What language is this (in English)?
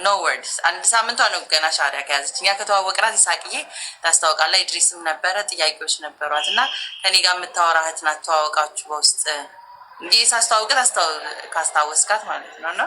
Amharic